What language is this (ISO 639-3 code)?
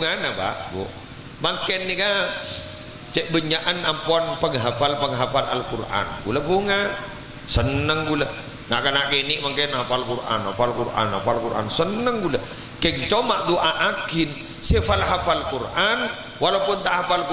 mad